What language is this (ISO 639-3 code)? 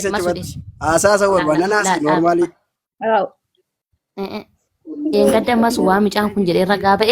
orm